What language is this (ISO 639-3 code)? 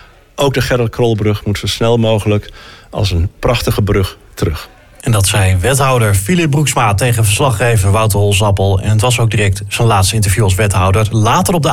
nld